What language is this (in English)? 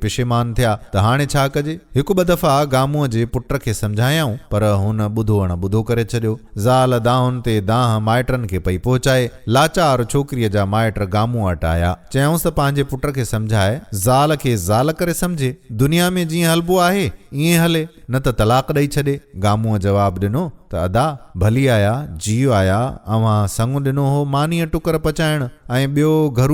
Sindhi